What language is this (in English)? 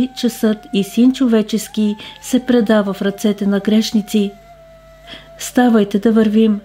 Bulgarian